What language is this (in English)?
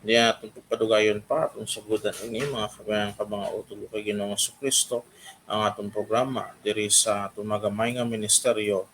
Hiligaynon